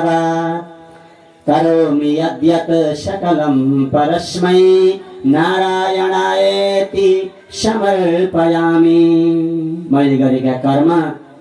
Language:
Nepali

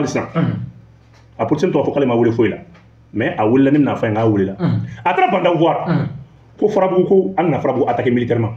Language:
Bambara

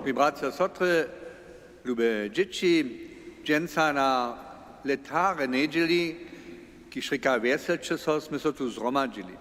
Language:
Upper Sorbian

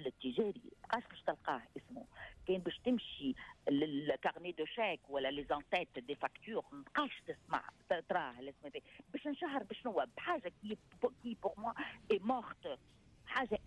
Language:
Tunisian Arabic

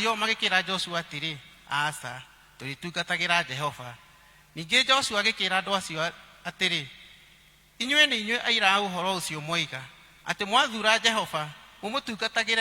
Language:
Kikuyu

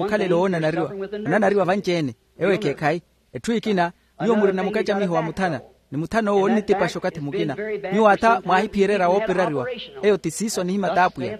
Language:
Makhuwa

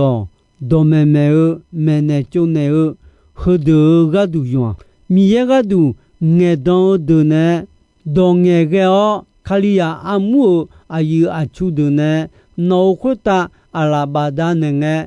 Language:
Akha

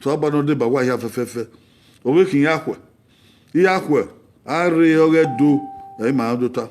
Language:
Bini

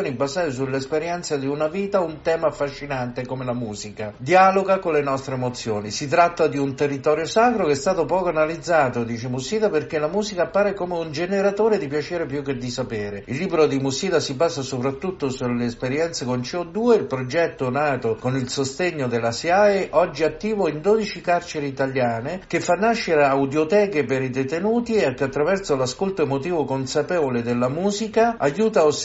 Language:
Italian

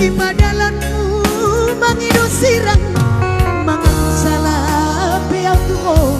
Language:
Batak Toba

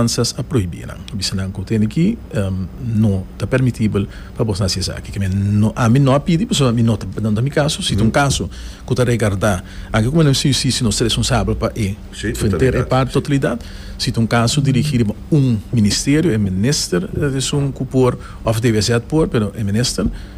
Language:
Papiamento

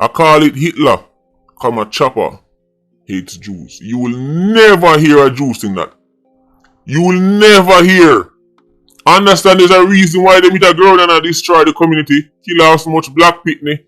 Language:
Jamaican Creole English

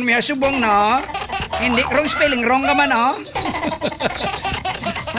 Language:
Hiligaynon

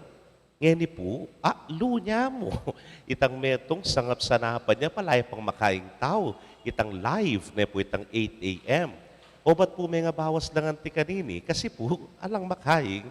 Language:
Pampanga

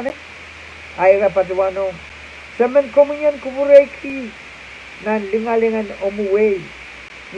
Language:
Pohnpeian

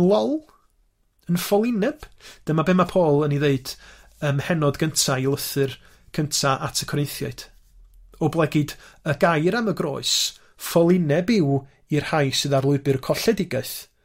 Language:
Welsh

